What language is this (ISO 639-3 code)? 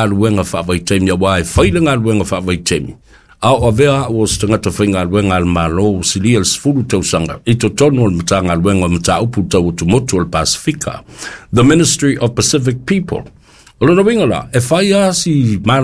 smo